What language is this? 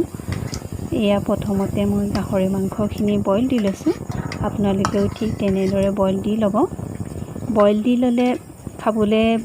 Assamese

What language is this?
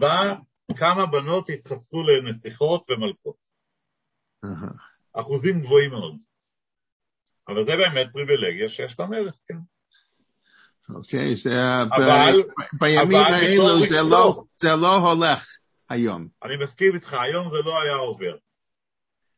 Hebrew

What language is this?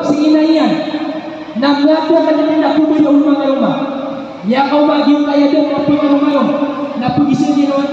Maranao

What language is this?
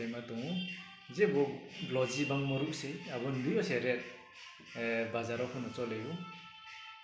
Riang (India)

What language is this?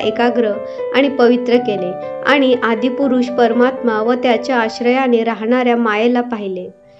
Marathi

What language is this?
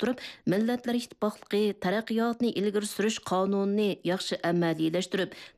Uyghur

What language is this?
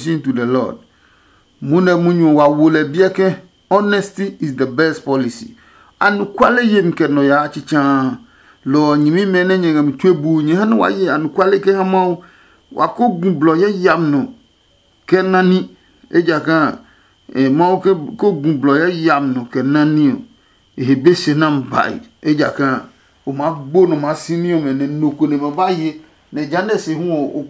Adangme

